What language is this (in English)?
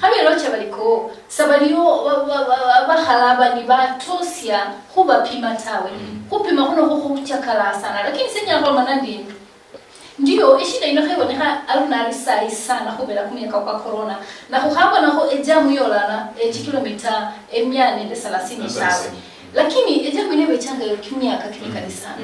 Luyia